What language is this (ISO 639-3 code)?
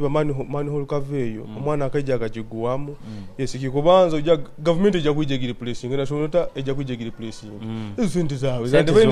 nyo